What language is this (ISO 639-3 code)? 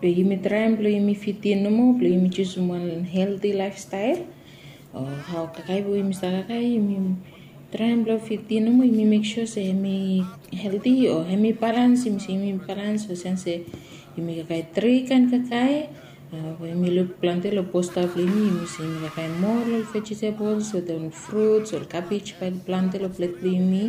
bis